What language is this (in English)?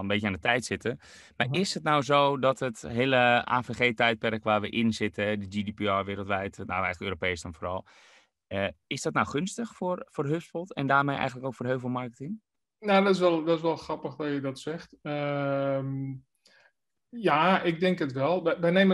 Dutch